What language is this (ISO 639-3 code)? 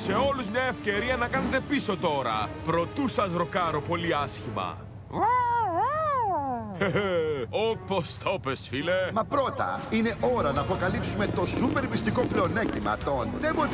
ell